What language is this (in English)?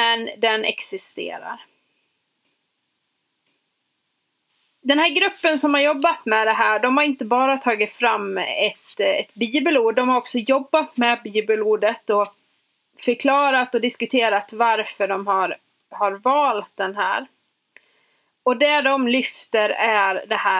Swedish